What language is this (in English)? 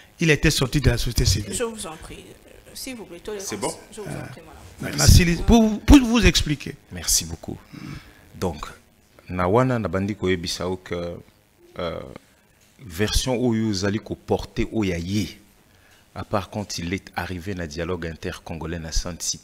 French